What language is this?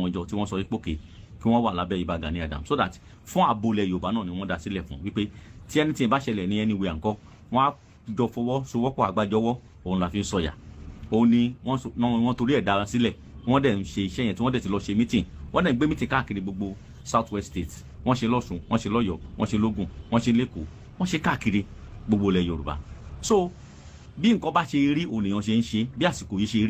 Yoruba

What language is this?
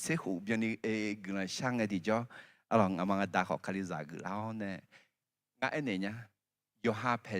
Akha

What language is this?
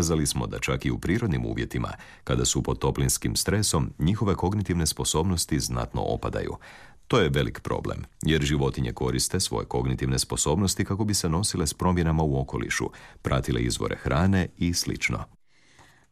Croatian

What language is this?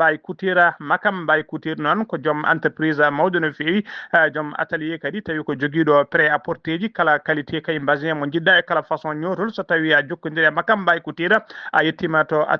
Fula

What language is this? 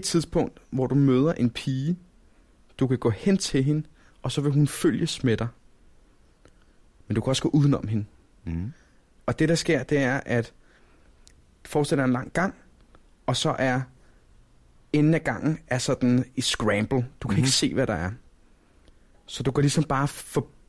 Danish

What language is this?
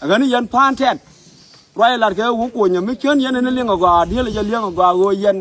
Nuer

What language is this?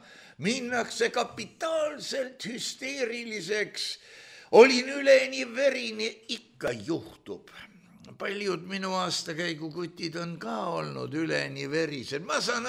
Estonian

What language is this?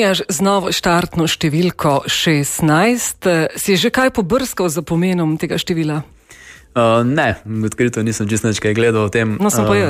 Slovenian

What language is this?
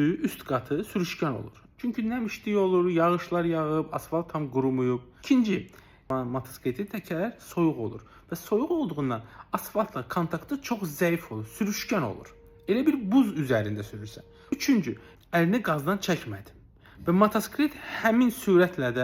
Azerbaijani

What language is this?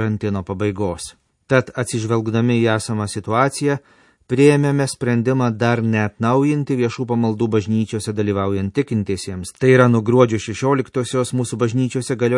Lithuanian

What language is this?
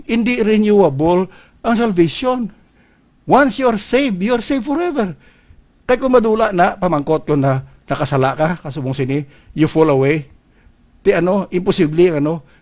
Hiligaynon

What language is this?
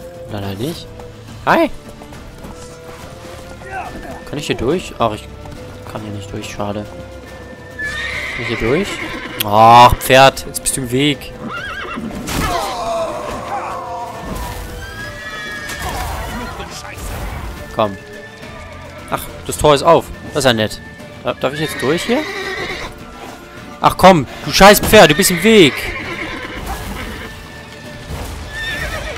German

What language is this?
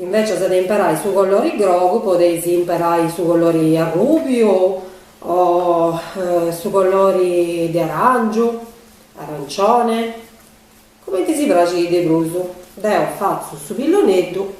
Sardinian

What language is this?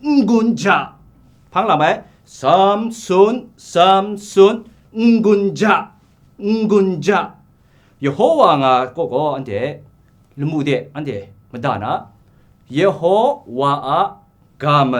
Kachin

